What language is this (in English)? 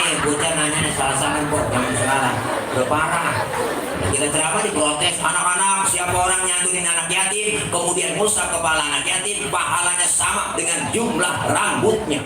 Betawi